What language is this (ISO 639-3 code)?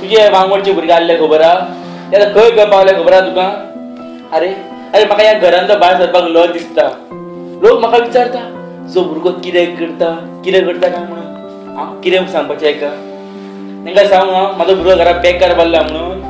kok